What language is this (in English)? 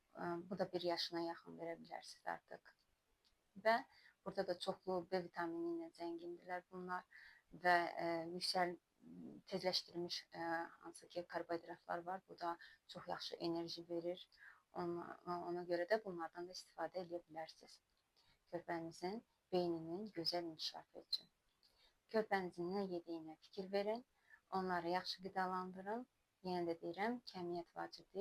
Azerbaijani